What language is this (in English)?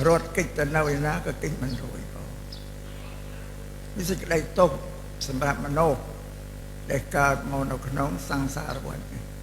Khmer